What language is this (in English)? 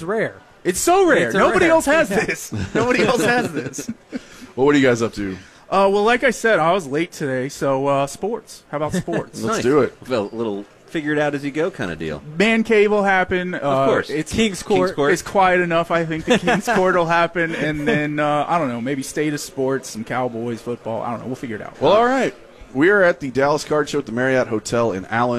English